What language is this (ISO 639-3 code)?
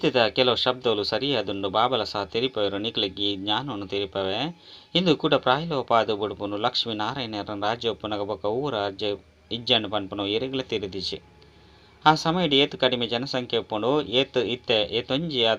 tcy